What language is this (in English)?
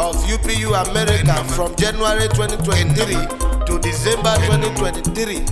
Urhobo